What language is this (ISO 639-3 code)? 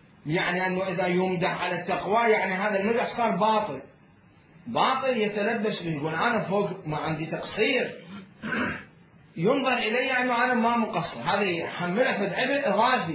acm